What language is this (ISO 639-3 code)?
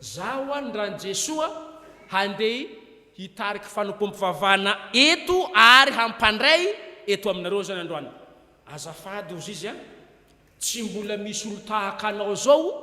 mlg